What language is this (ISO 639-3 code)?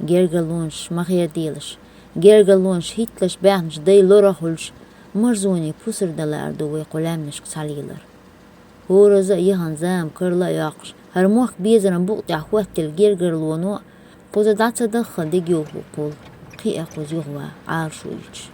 che